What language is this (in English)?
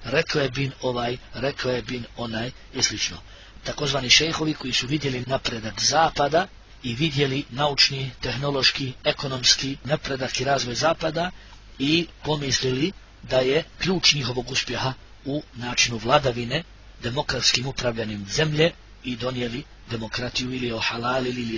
Bosnian